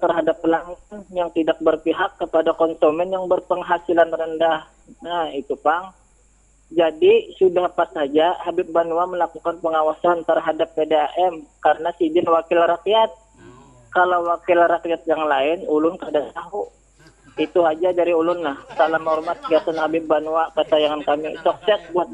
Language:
Banjar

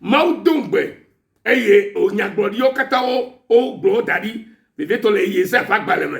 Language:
Ewe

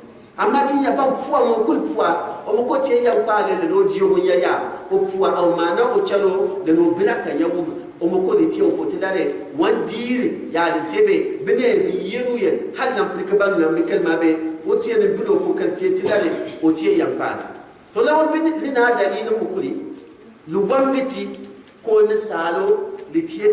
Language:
Gourmanchéma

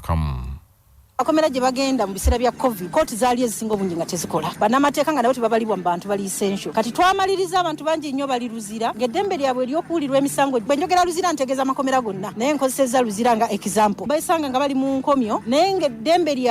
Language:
Ganda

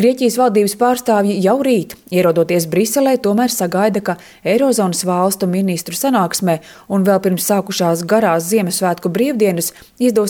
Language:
Latvian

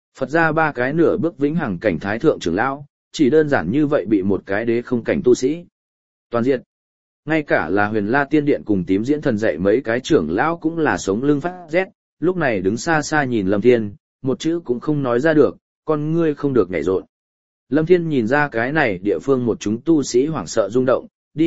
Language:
Vietnamese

